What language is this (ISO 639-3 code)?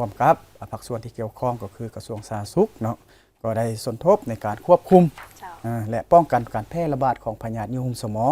lao